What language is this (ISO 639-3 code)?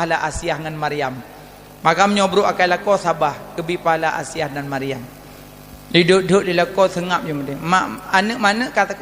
ace